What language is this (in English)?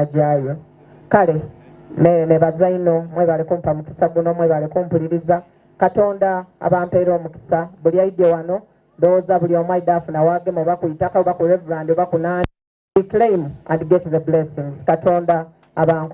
Soga